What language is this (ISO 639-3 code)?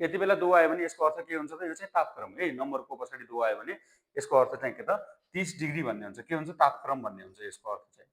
nep